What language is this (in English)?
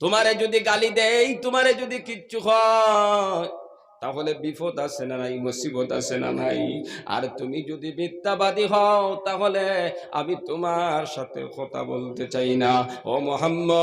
Sylheti